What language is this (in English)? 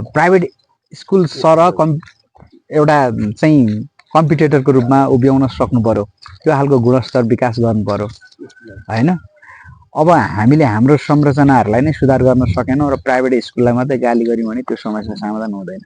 Nepali